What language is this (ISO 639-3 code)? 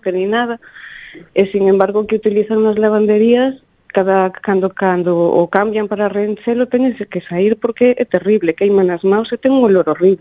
glg